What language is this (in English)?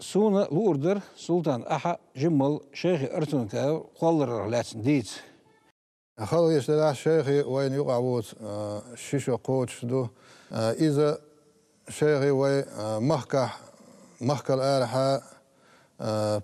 Chechen